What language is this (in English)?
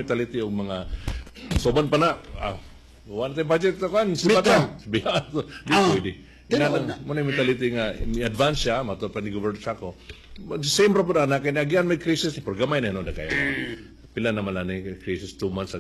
Cebuano